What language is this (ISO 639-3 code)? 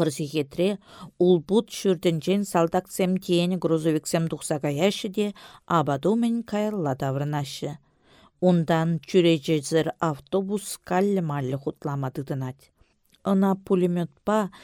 chv